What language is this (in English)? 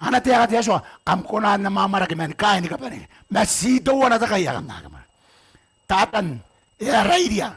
Gilbertese